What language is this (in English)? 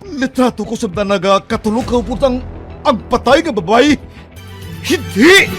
Hiligaynon